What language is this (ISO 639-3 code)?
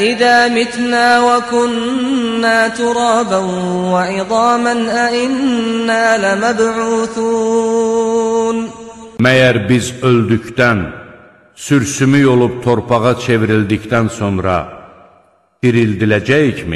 aze